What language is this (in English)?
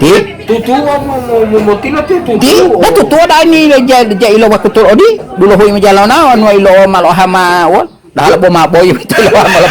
Gorontalo